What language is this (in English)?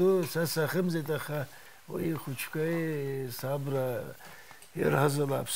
Abkhazian